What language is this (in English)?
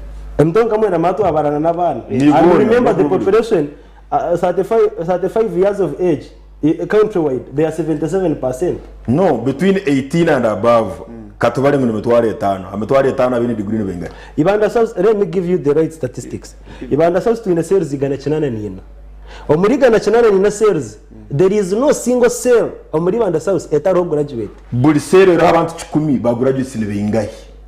Nyankole